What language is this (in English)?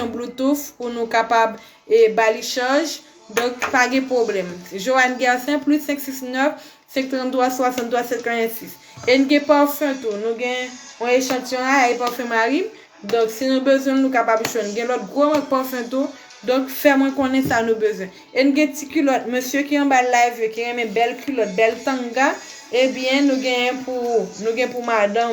Haitian Creole